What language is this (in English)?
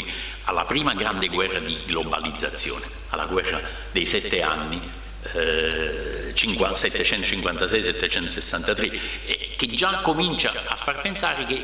Italian